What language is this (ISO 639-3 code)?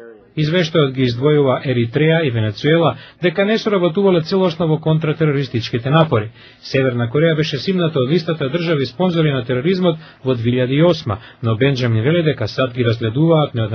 mkd